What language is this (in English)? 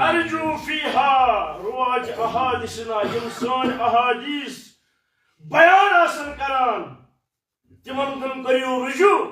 Kashmiri